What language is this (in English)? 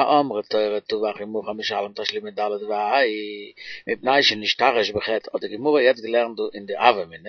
Yiddish